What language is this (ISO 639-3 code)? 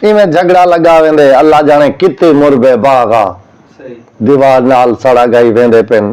skr